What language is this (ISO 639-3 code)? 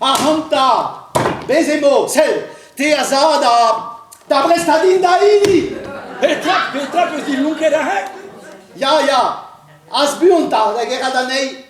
bre